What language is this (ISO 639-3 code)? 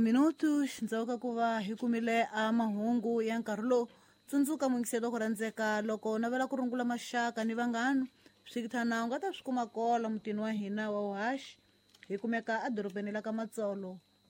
tso